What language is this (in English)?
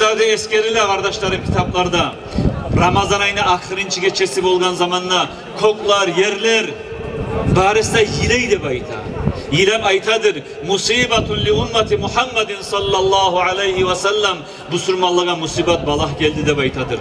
Kumyk